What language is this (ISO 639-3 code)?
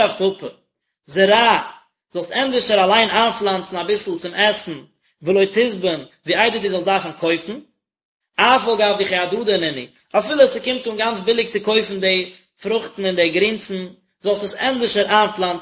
yid